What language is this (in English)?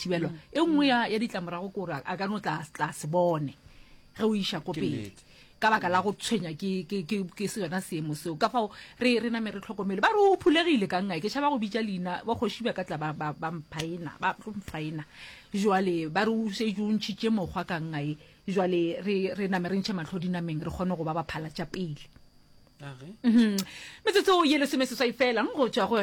Northern Sotho